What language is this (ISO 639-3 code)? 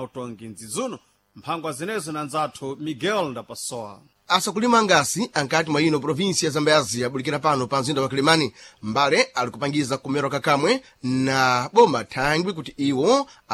seh